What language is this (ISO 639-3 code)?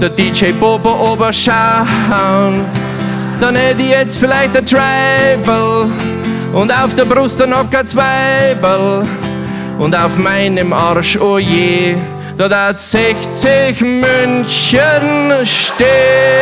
bar